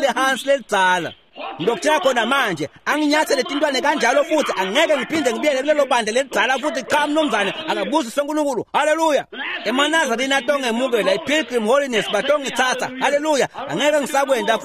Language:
Swati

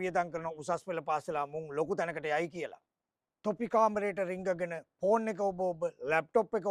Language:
Sinhala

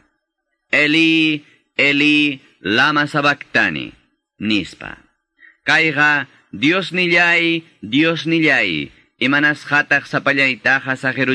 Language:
Quechua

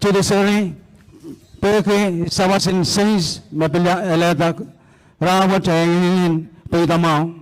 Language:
Pohnpeian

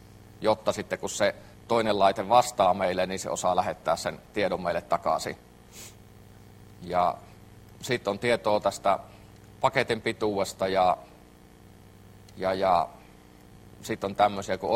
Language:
Finnish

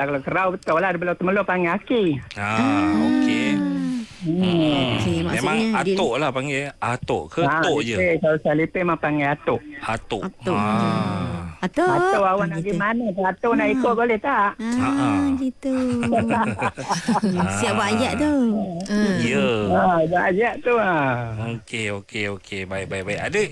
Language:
Malay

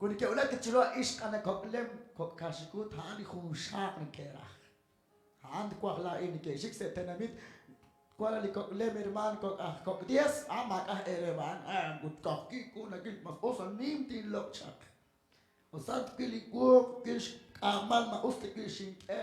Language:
Kekchí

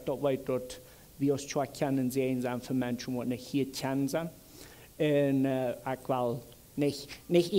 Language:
Plautdietsch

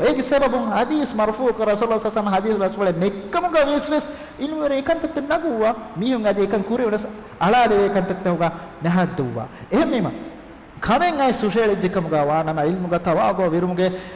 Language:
Divehi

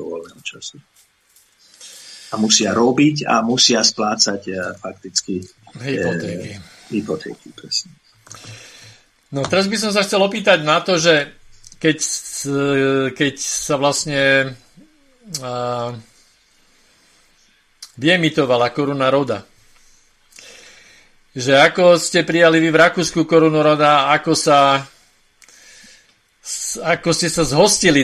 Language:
Slovak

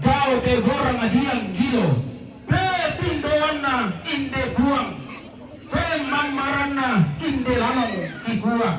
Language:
Toraja-Sa'dan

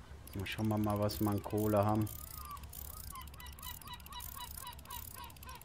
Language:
German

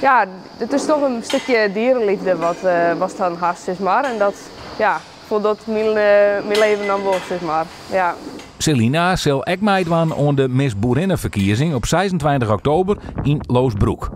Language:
Western Frisian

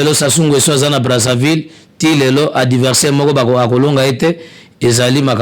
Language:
Lingala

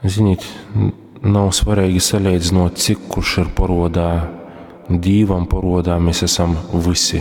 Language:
Latgalian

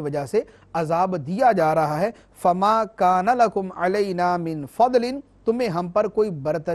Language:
Urdu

